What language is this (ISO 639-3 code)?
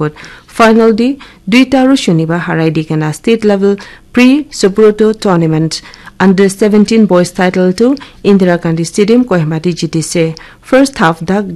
nag